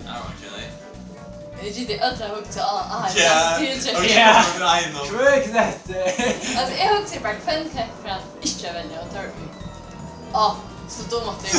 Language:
Faroese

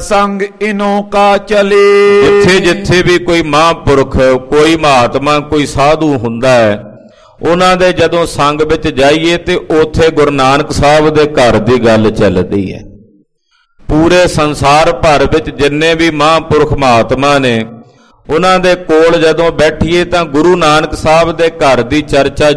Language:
Punjabi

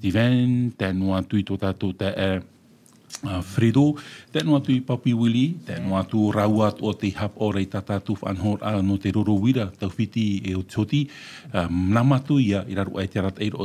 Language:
Tahitian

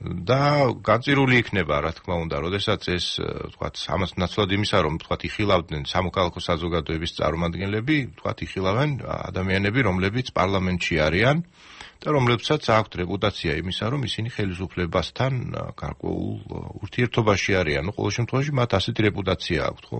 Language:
Georgian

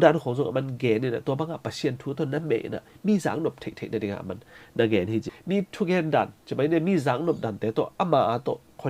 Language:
Tedim Chin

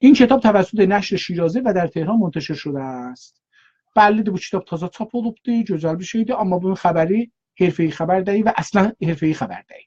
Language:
South Azerbaijani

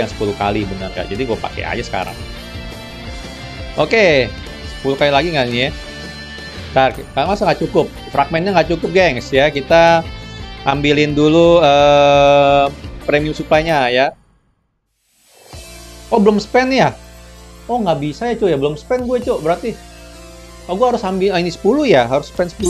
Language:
Indonesian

